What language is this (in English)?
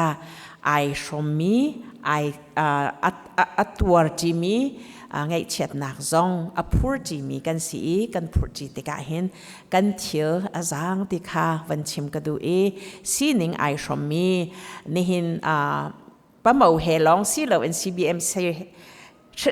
Hakha Chin